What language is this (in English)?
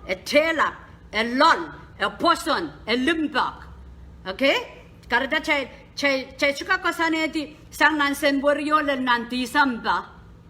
Pohnpeian